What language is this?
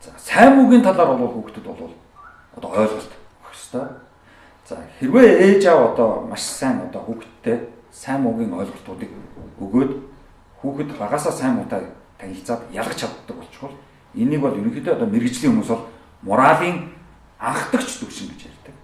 Mongolian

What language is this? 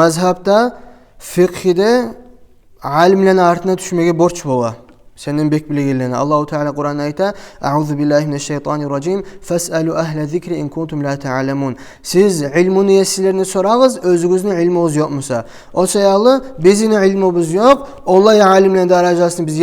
Kumyk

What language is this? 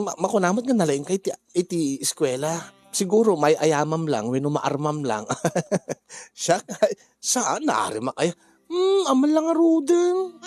Iloko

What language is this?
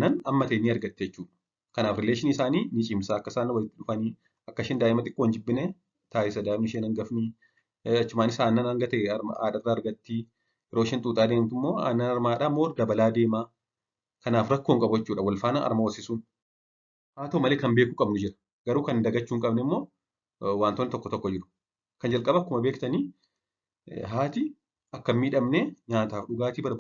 Oromo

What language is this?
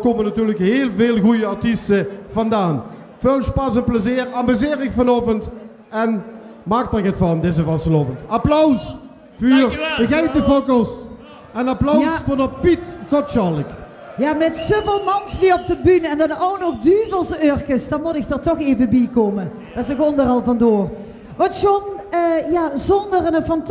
Limburgish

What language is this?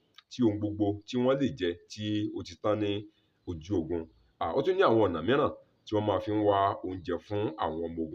Yoruba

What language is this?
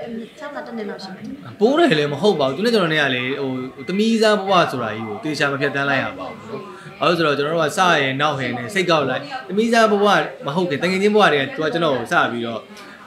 Burmese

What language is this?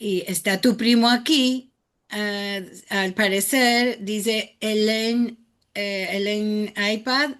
Ladino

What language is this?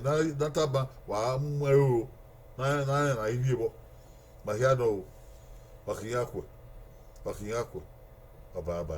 Bini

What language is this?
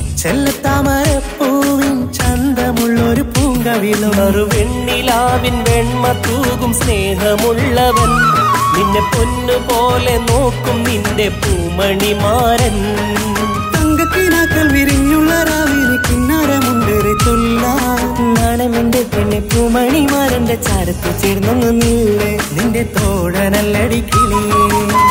Malayalam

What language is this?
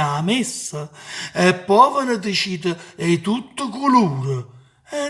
Neapolitan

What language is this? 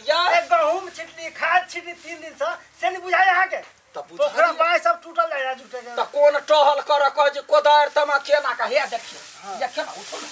Maithili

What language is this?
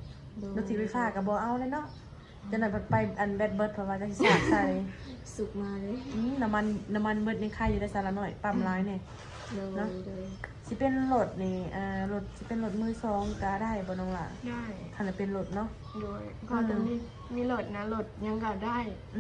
Lao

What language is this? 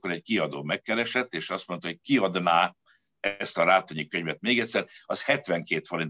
Hungarian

